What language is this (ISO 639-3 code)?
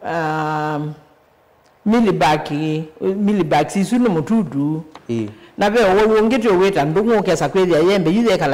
kam